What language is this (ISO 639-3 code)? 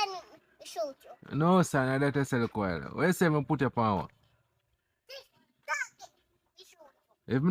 jam